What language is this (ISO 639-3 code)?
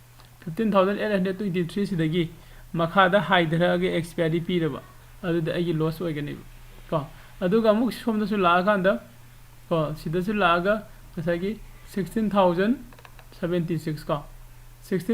mni